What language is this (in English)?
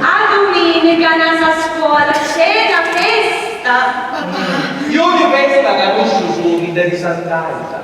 Sicilian